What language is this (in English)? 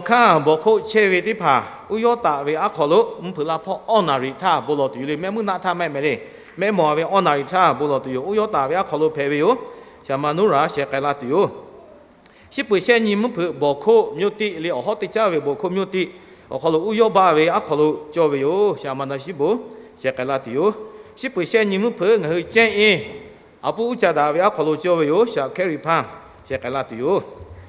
Lahu